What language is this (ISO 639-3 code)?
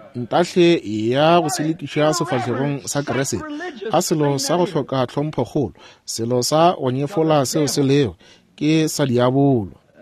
nso